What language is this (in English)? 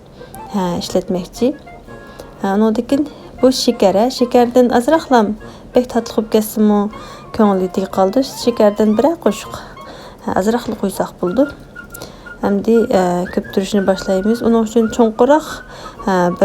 Uyghur